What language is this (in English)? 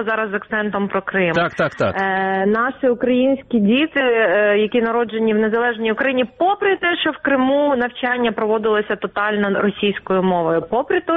Ukrainian